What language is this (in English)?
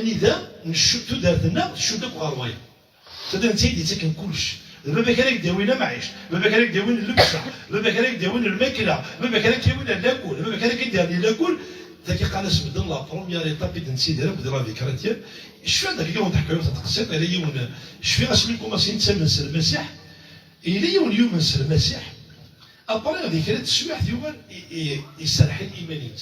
Kabyle